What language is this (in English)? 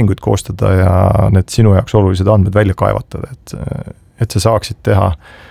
Estonian